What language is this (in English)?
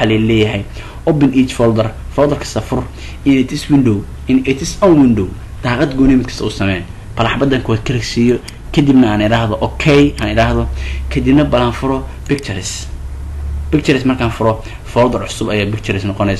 Somali